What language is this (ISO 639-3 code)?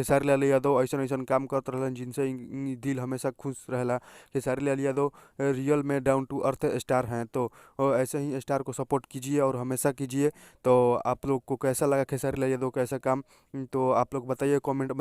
bho